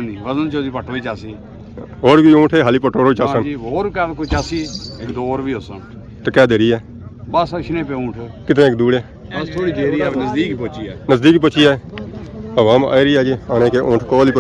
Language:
Pahari-Potwari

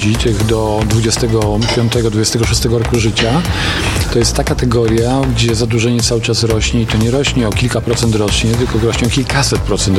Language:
Polish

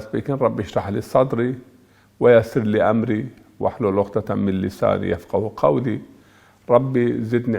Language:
Zaza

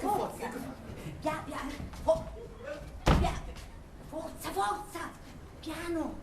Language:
Sicilian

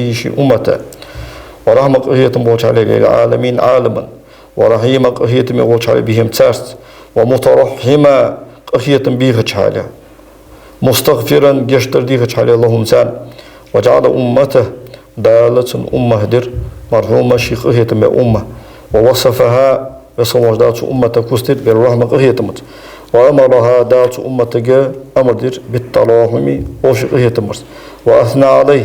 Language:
Ingush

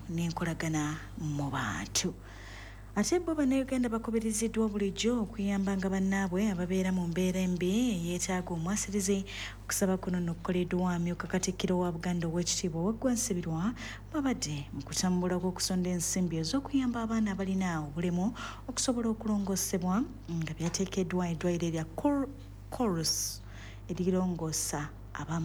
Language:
Ganda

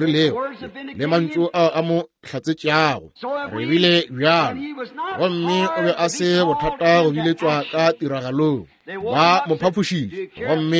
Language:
Northern Sotho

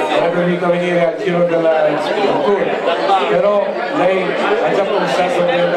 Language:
Italian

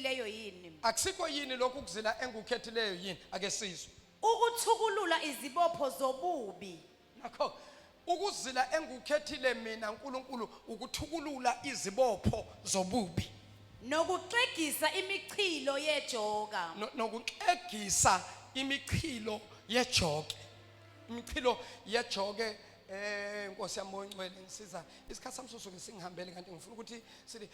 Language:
Zulu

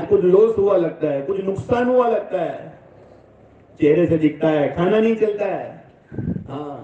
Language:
Urdu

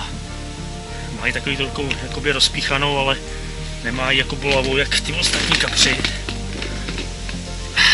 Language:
Czech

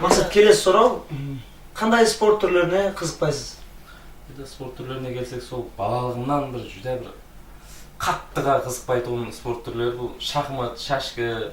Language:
Kara-Kalpak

